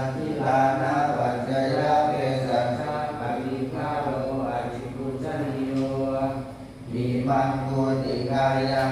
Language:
Pali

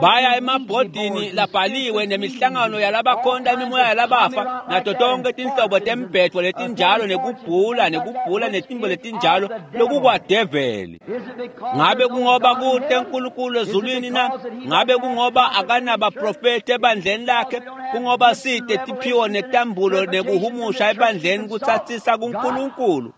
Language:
Swati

